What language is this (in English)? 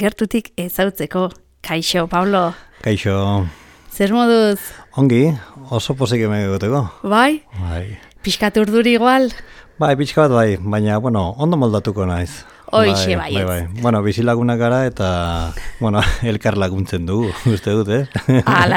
Basque